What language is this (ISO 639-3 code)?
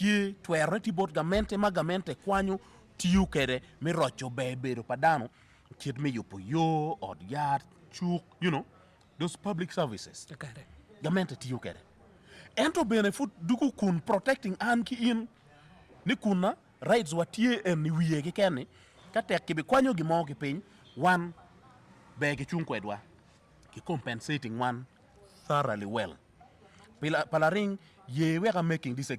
ach